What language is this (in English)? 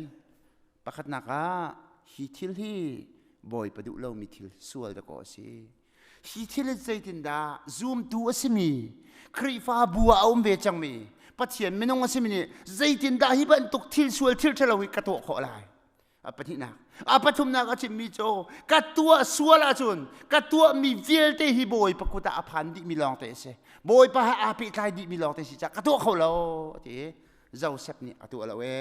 Hakha Chin